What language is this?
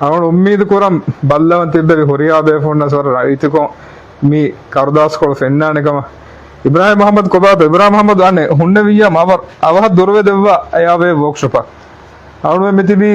Divehi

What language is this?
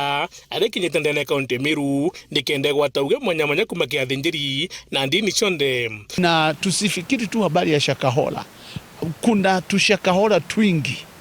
Meru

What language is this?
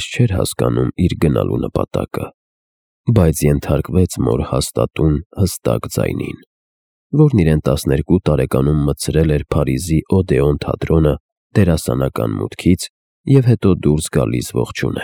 Armenian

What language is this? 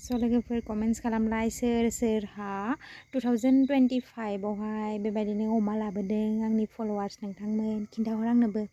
Bodo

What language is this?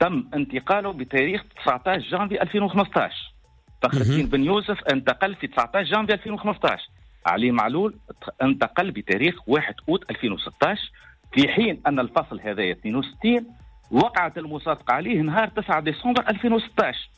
Tunisian Arabic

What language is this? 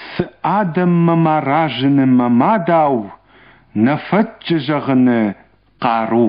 Ossetic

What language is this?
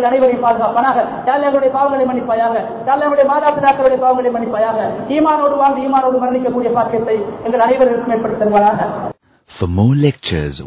Tamil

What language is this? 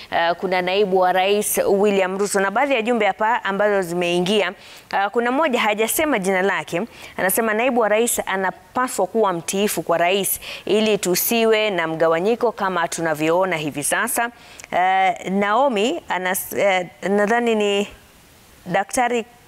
Swahili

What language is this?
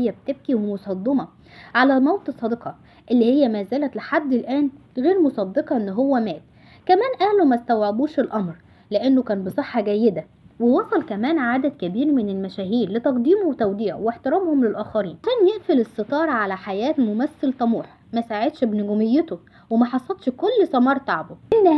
Egyptian Arabic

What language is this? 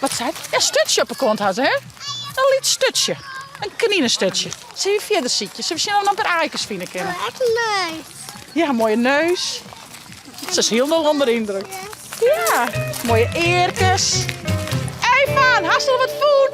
Western Frisian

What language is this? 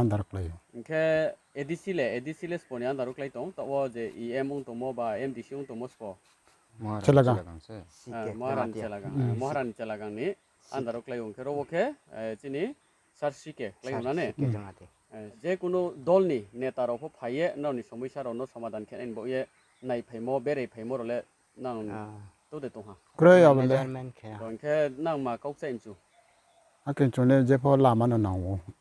Riang (India)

